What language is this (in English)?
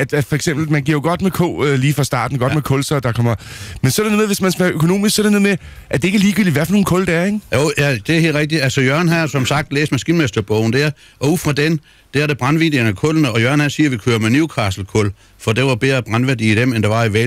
Danish